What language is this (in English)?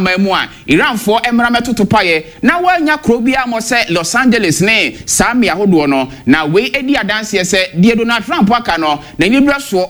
Akan